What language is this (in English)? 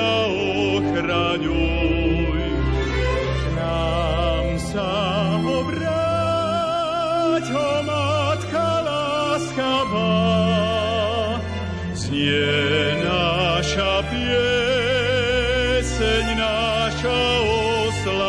Slovak